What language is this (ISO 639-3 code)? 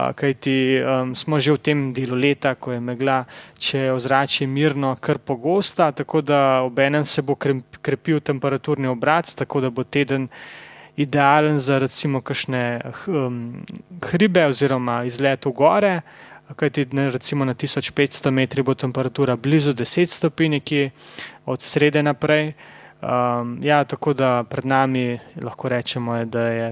slv